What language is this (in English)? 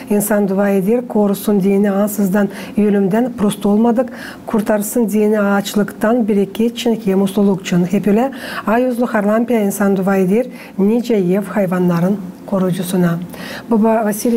Gagauz